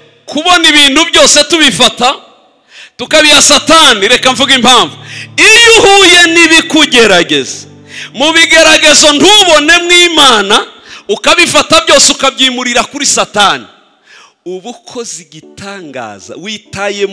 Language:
Kinyarwanda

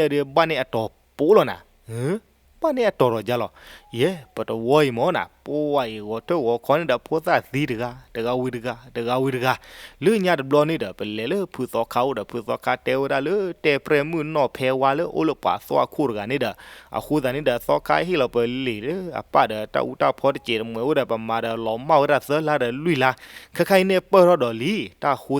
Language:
S'gaw Karen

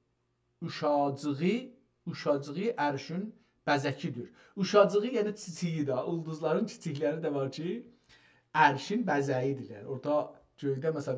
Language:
South Azerbaijani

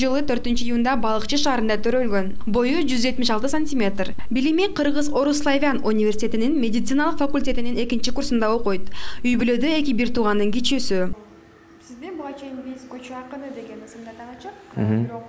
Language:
Kyrgyz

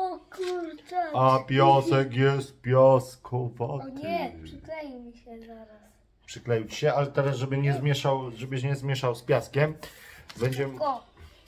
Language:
Polish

